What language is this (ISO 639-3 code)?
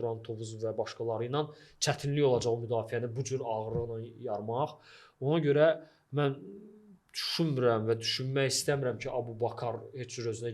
aze